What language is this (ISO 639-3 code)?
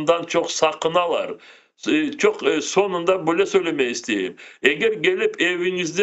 crh